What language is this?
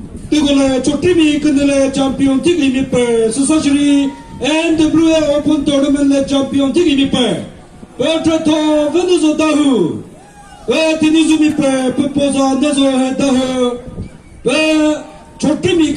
Chokri Naga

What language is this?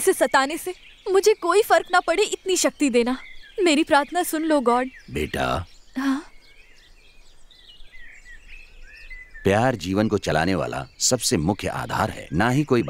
Hindi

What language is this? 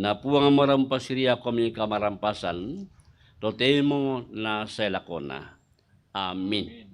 Toraja-Sa'dan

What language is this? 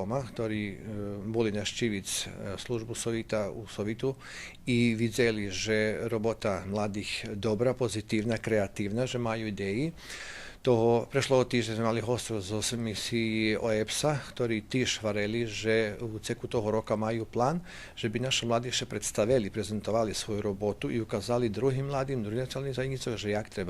Rusyn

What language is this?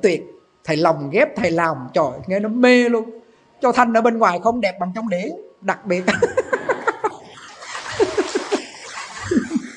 Vietnamese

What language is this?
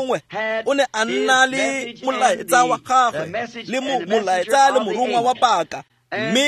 Tswana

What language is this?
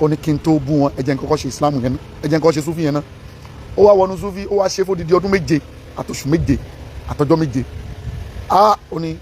Yoruba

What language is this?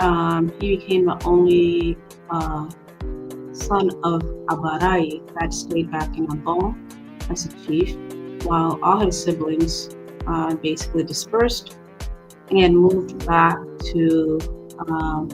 Acoli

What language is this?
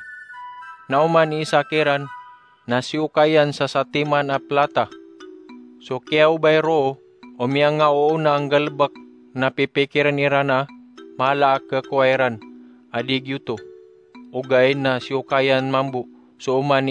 Maranao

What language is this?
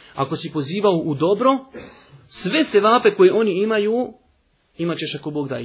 Bosnian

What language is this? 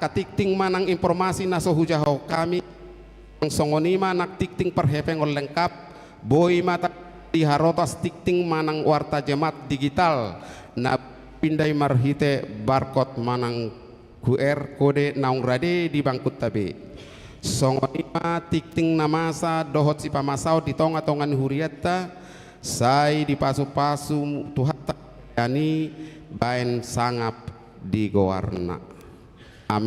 Batak Toba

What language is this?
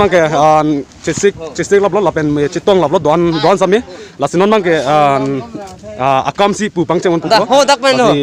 Karbi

